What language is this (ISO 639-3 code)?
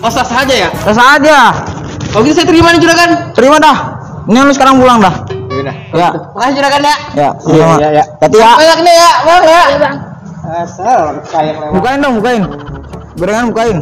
bew